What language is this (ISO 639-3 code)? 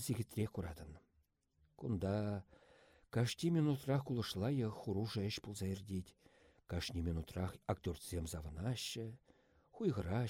chv